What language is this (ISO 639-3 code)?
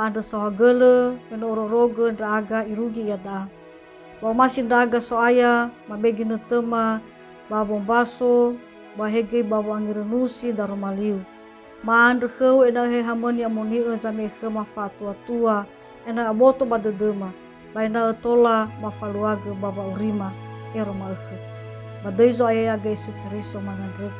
nia